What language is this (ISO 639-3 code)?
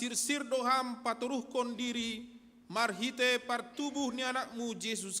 bts